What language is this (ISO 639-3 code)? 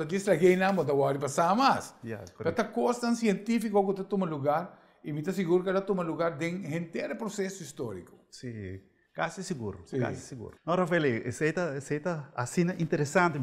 pap